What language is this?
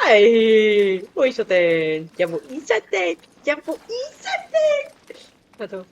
Swiss German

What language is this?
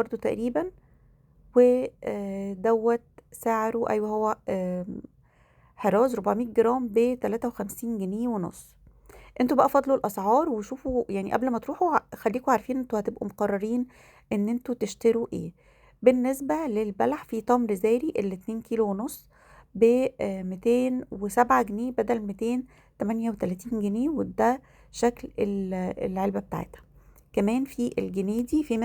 Egyptian Arabic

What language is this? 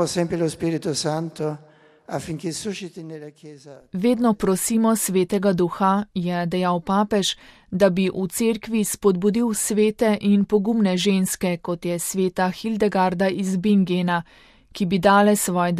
Slovenian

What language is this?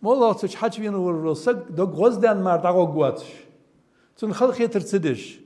Ingush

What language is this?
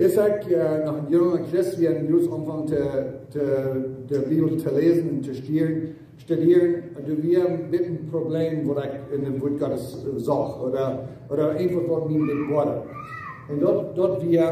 Plautdietsch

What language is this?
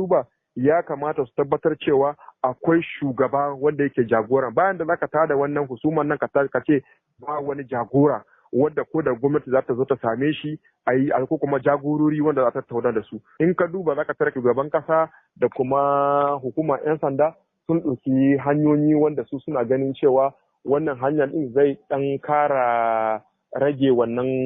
Hausa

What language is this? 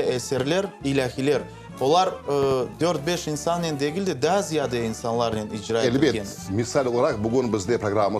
Crimean Tatar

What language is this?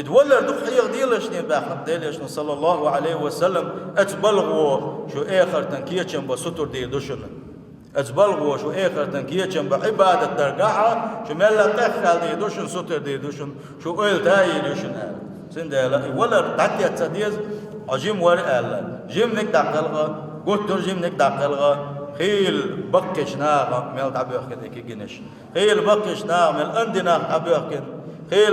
Chechen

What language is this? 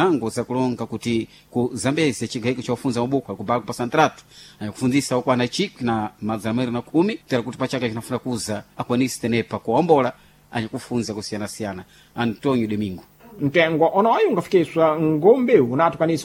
Sena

